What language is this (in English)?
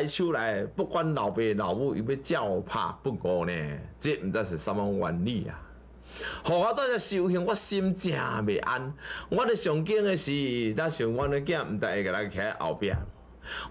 Min Nan Chinese